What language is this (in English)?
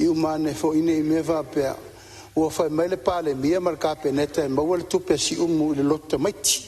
Samoan